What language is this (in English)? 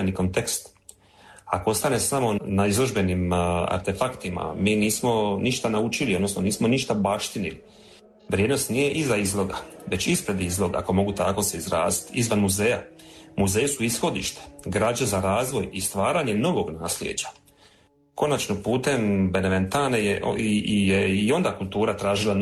Croatian